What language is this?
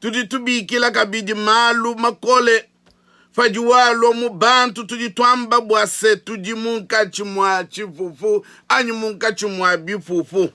Luba-Lulua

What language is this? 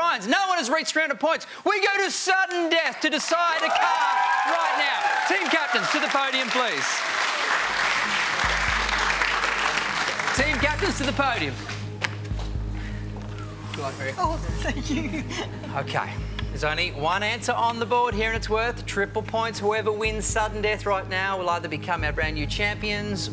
English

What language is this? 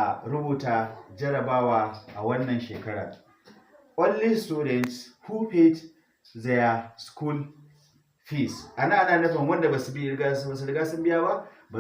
Hausa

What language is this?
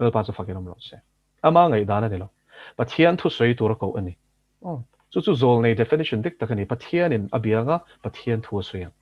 Mizo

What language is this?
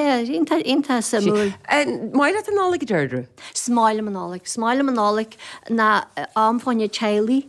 Irish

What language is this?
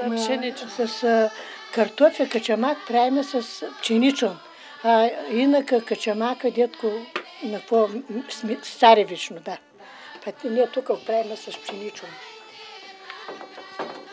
Bulgarian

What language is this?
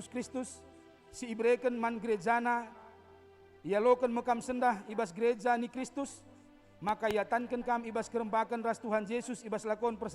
Batak Karo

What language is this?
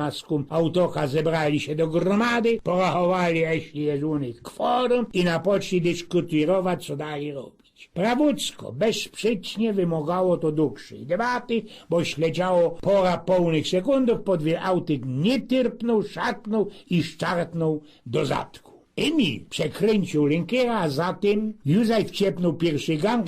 Silesian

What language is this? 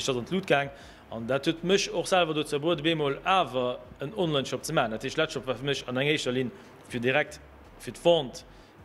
Luxembourgish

